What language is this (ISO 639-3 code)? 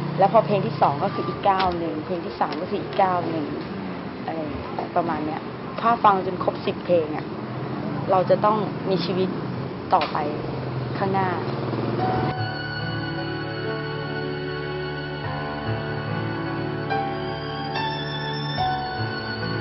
tha